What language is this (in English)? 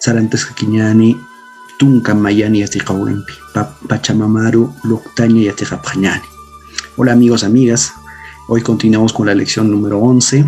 Aymara